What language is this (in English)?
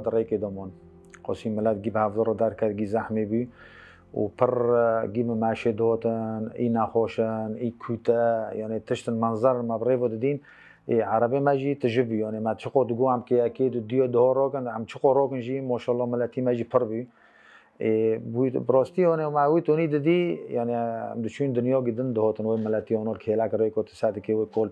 Kurdish